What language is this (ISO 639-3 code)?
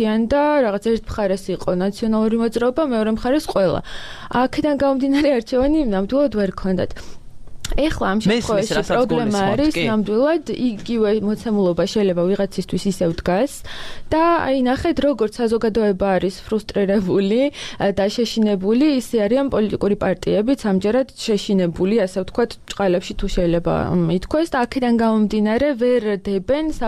kat